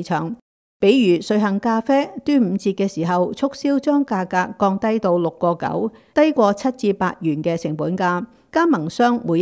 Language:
Cantonese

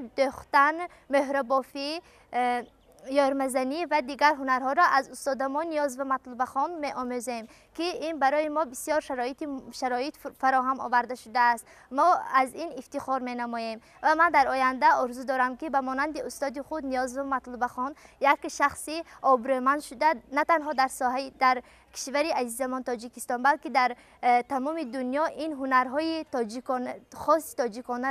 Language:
Tajik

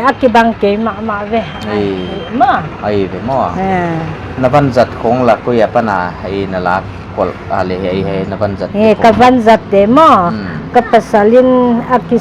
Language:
Paite Chin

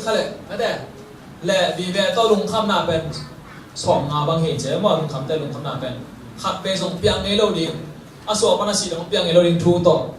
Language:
Tedim Chin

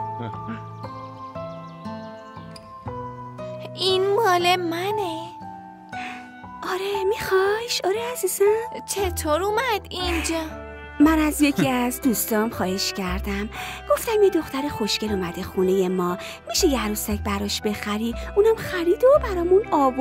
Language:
Persian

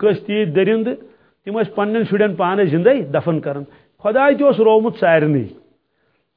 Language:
Kashmiri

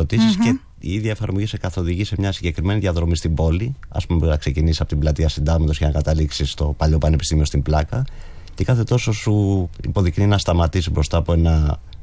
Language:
Greek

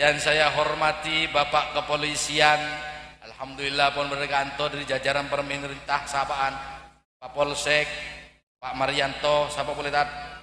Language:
Madurese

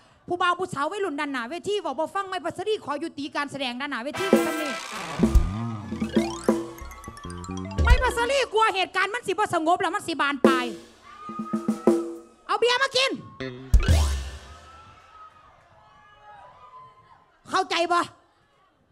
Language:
Northeastern Thai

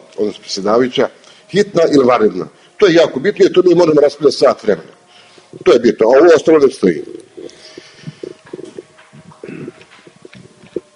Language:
Bosnian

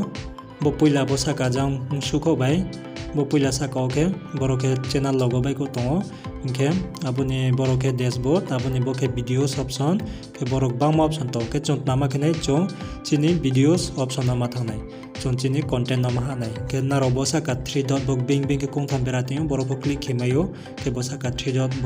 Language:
Riang (India)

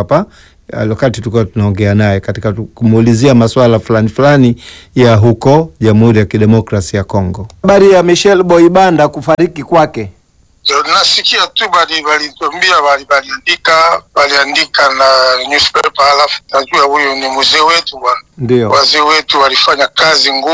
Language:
Swahili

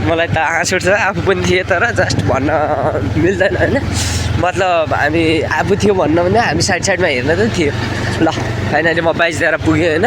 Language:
Nepali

